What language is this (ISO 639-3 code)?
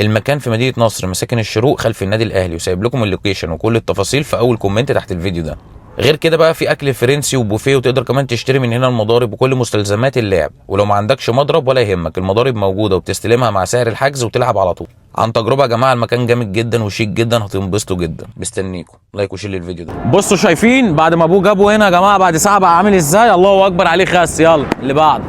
arz